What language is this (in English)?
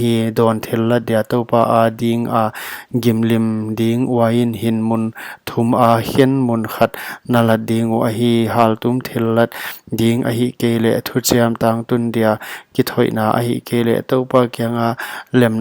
Paite Chin